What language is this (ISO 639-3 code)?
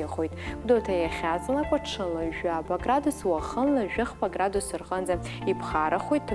abk